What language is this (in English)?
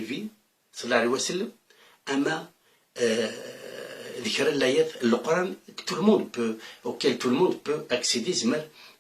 Kabyle